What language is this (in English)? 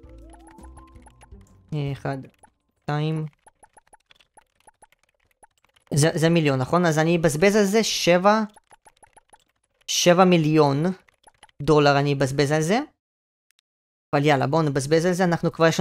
Hebrew